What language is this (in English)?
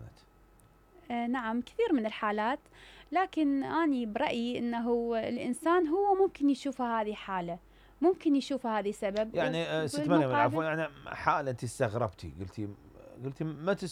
Mesopotamian Arabic